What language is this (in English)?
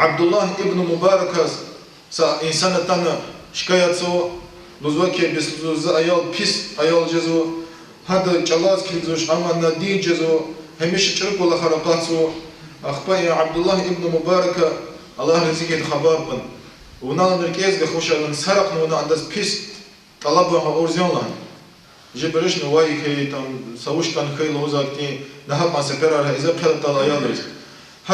Lezghian